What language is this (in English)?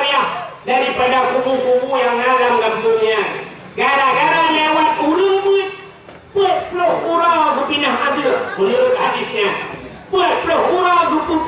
Achinese